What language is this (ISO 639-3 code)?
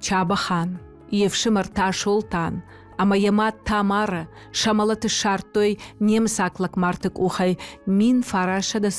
oss